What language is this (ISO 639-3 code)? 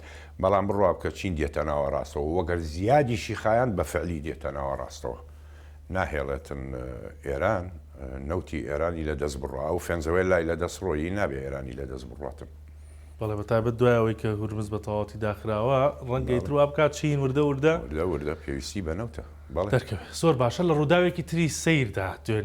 ckb